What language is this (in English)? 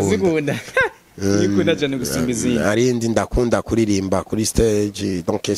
Rundi